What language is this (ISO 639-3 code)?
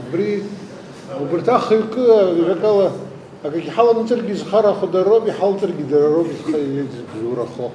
abk